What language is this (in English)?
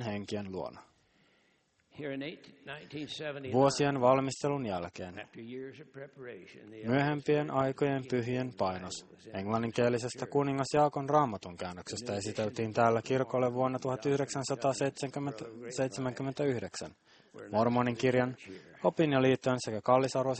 Finnish